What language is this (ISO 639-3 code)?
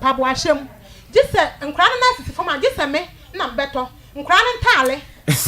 aka